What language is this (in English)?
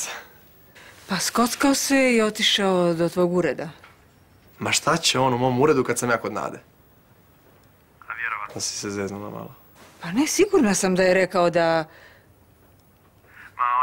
Croatian